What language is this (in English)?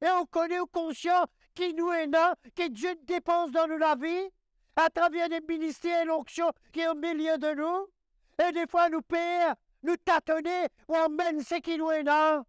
Morisyen